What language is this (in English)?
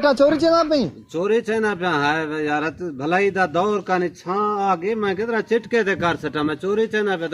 Saraiki